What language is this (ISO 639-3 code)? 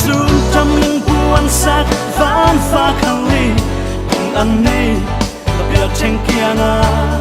cfm